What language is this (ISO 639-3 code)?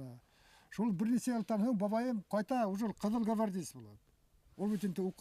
bak